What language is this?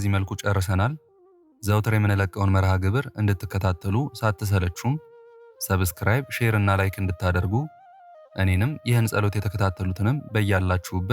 Amharic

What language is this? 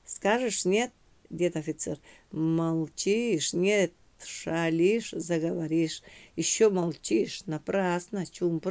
Yakut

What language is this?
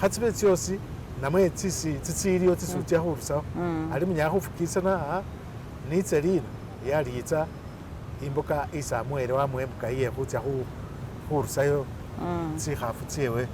Masaaba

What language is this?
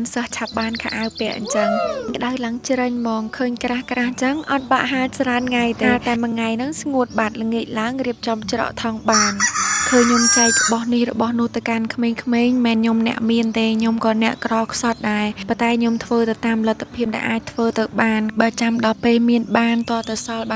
Khmer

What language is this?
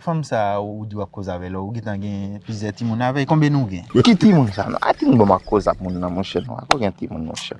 Haitian Creole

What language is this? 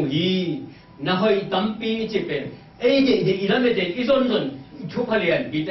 Tedim Chin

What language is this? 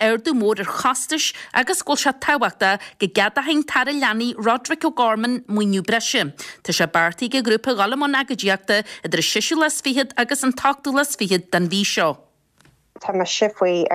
Irish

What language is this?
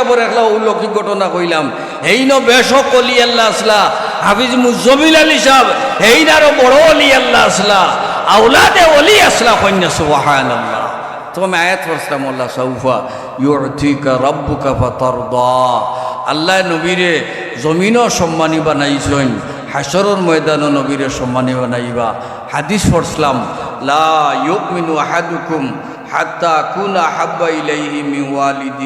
Sylheti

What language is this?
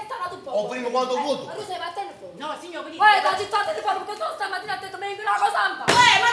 Neapolitan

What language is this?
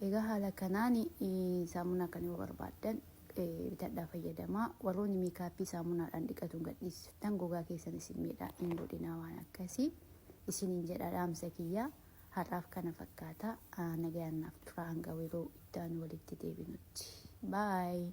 Oromo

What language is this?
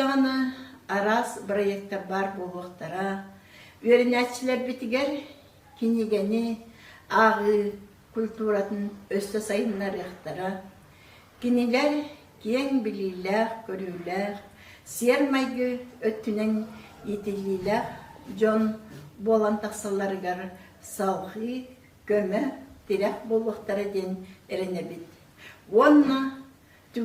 Yakut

